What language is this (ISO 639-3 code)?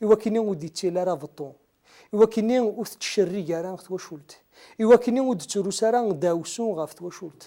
kab